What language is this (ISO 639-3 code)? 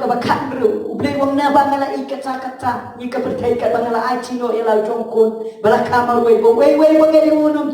kha